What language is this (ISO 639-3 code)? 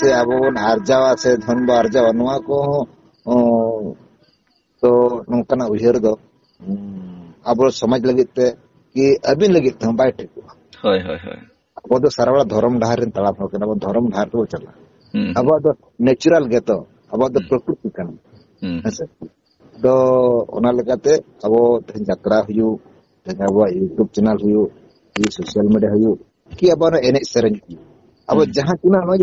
sat